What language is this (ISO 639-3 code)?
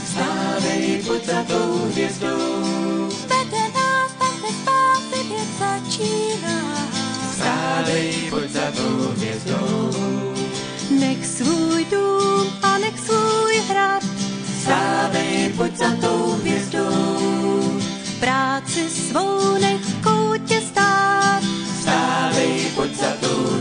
ces